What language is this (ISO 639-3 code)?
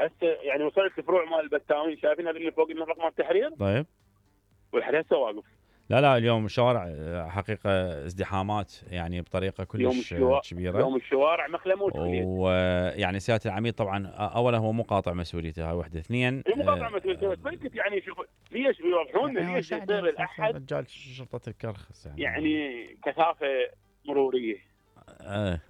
acm